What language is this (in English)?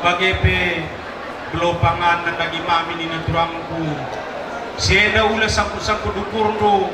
Batak Karo